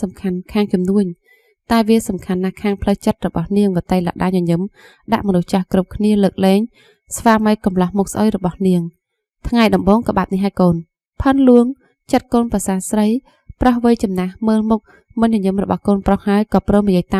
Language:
Khmer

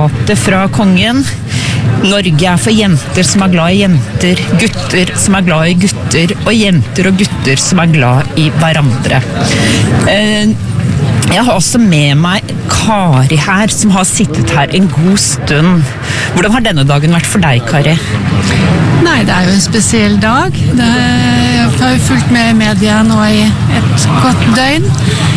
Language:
Norwegian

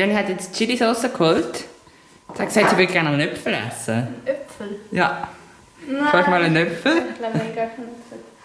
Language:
Swiss German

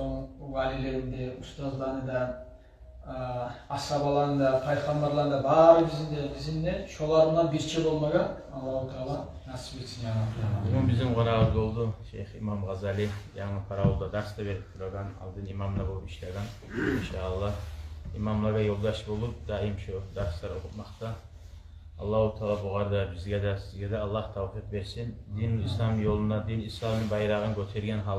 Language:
Kumyk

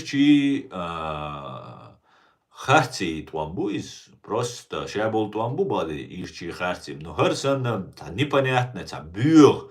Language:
Chechen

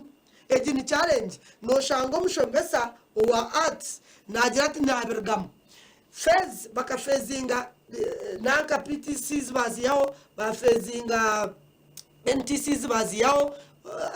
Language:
Nyankole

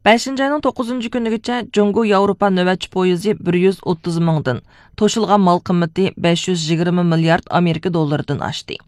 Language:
Uyghur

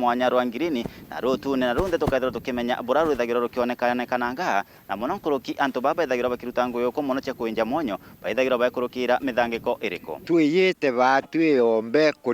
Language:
Meru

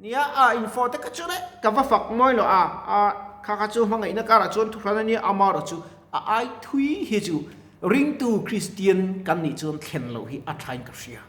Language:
Mizo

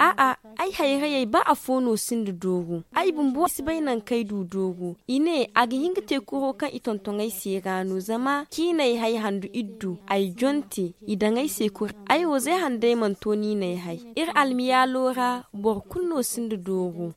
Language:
Zarma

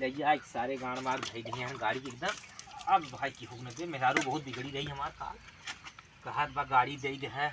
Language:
Awadhi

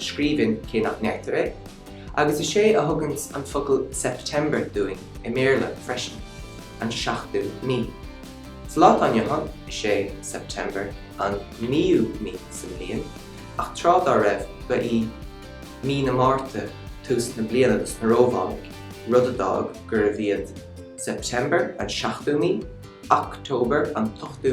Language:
Irish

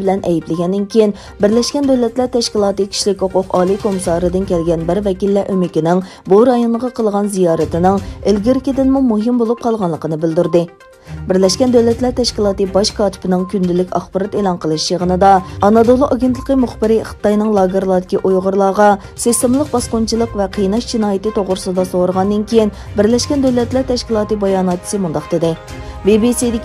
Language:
Uyghur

